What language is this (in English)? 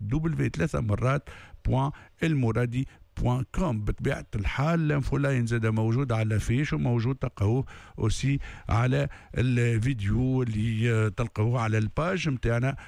Tunisian Arabic